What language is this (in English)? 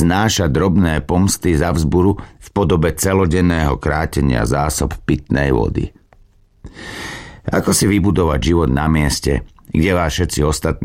Slovak